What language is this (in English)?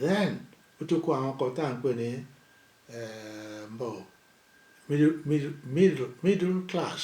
Yoruba